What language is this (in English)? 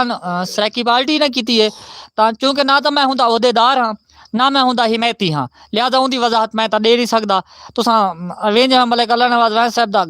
Saraiki